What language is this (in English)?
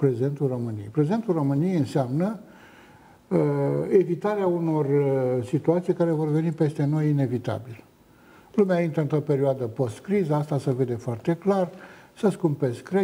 Romanian